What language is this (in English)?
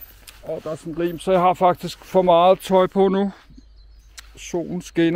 Danish